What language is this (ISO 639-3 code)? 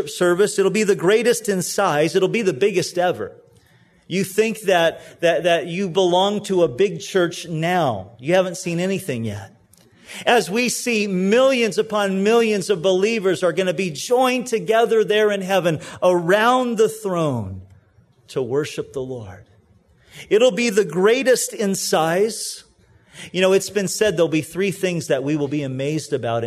eng